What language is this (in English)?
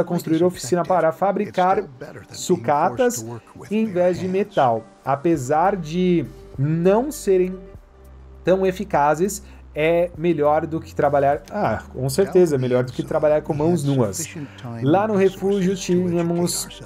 Portuguese